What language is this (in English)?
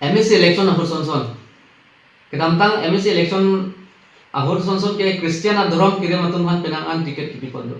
Karbi